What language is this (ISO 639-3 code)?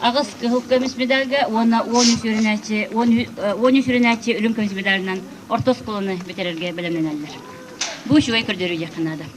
sah